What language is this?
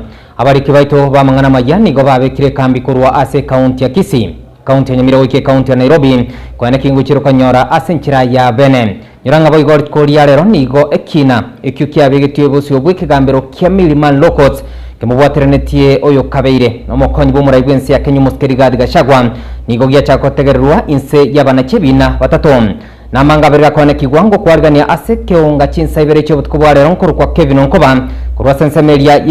Gusii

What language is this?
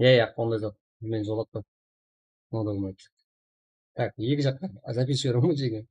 Kara-Kalpak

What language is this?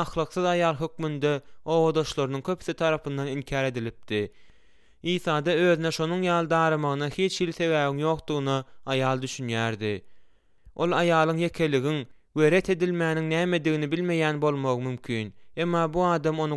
Turkmen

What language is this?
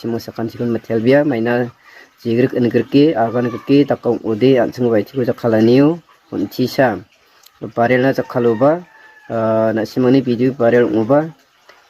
Garo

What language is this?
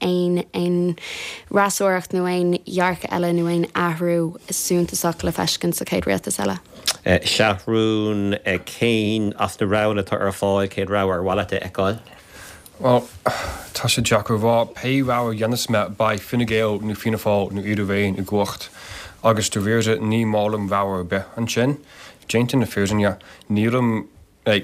Irish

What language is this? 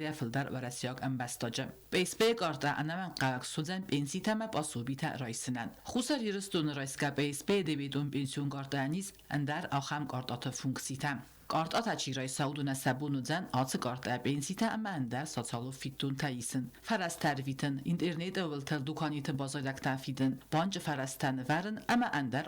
Ossetic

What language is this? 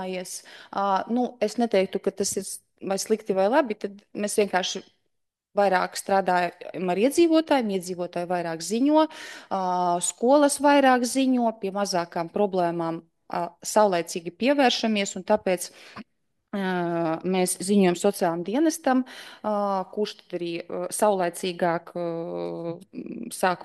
Latvian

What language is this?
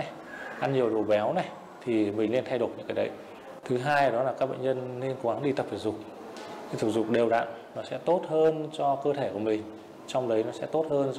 Vietnamese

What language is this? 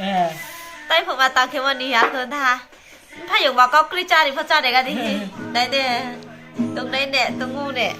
Riang (India)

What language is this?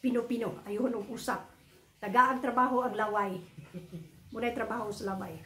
Cebuano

